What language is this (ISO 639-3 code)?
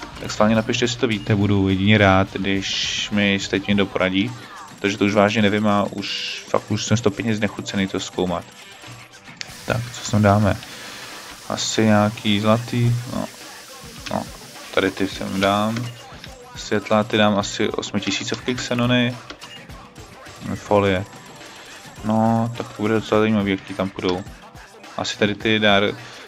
ces